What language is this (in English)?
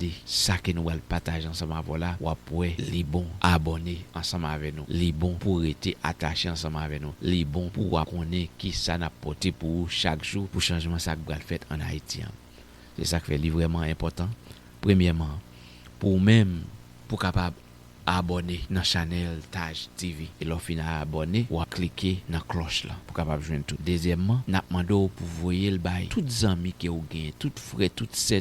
Haitian Creole